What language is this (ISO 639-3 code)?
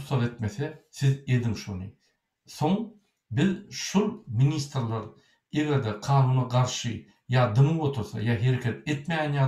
tuk